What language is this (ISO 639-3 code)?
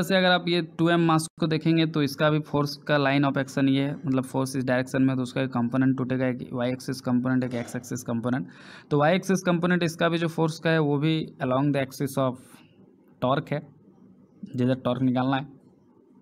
hin